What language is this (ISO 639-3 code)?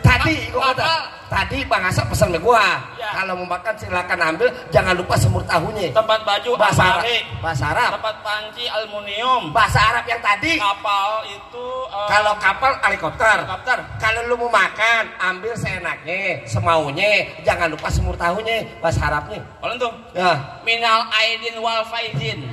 bew